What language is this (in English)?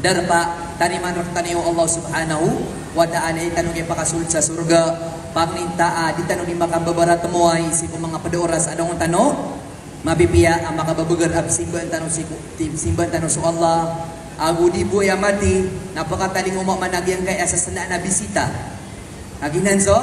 Maranao